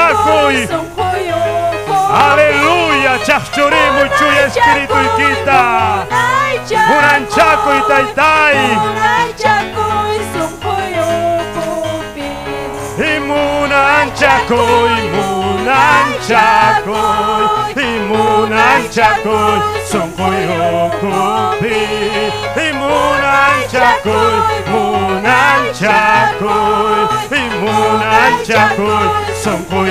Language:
Ayacucho Quechua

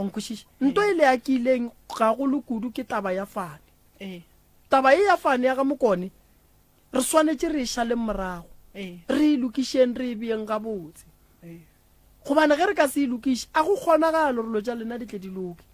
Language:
Northern Sotho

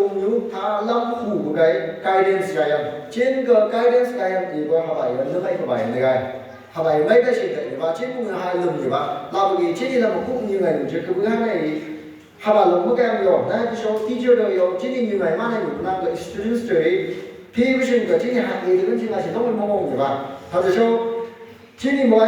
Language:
Phom Naga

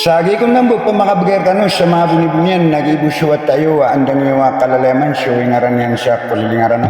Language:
Maranao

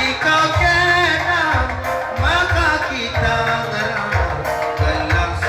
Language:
Batak Karo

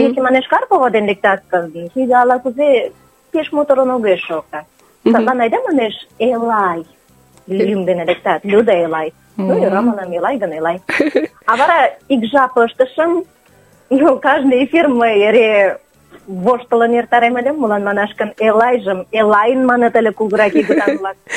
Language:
Mari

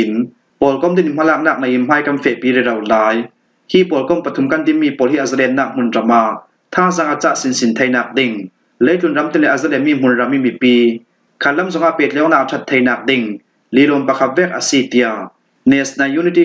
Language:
Falam Chin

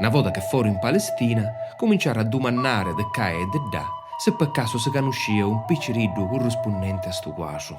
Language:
Sicilian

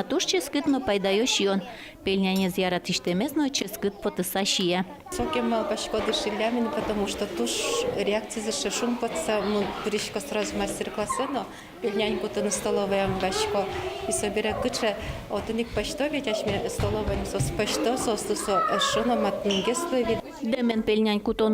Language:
Udmurt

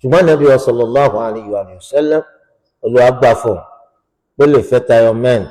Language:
Yoruba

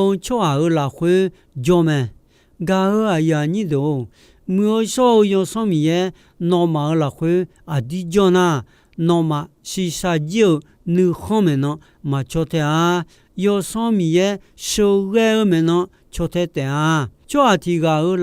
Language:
Akha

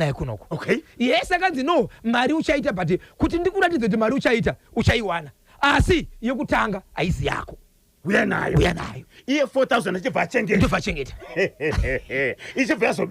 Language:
Shona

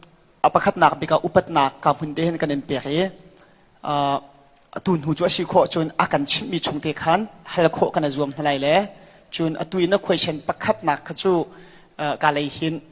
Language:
Hakha Chin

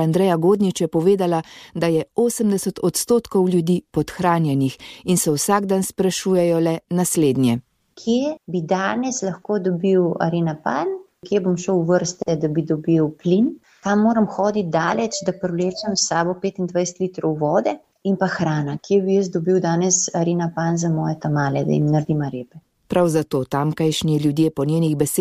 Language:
Slovenian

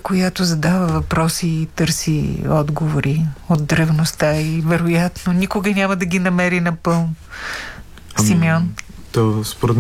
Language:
Bulgarian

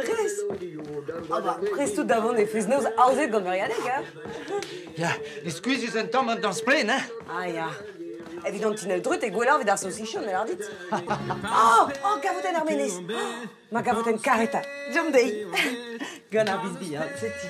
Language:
Breton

